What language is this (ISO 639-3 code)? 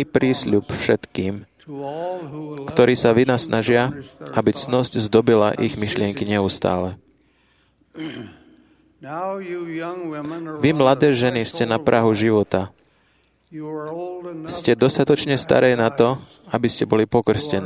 slk